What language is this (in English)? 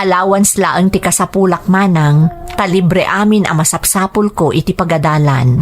Iloko